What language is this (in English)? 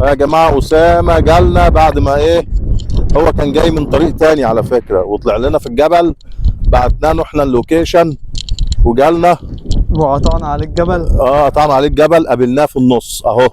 Egyptian Arabic